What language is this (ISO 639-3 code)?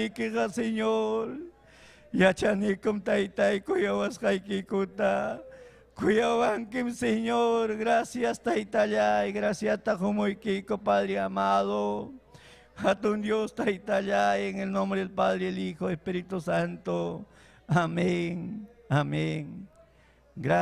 quy